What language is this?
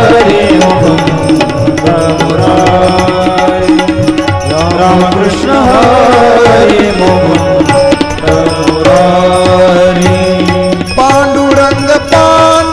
Marathi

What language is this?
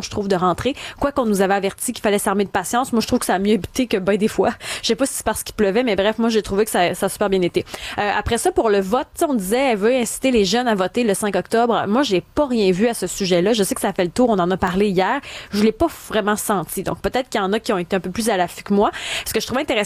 French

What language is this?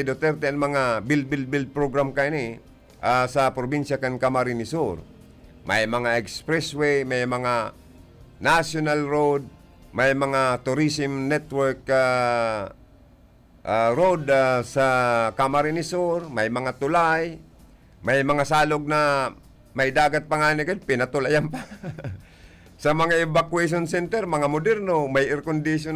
Bikol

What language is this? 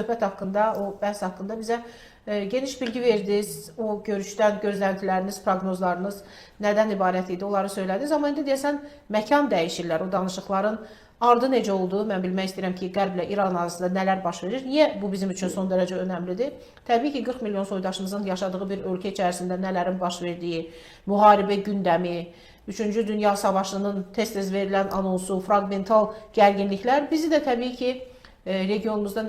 Azerbaijani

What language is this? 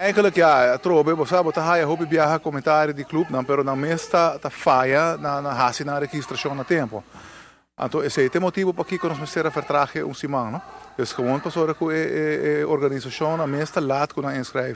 Papiamento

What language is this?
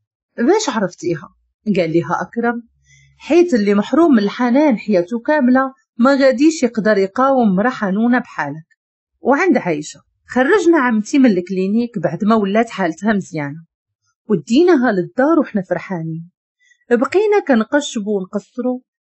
Moroccan Arabic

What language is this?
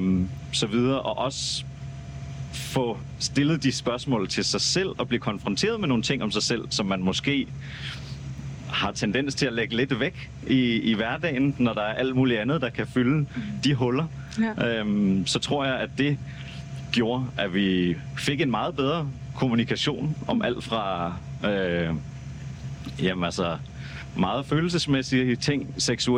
Danish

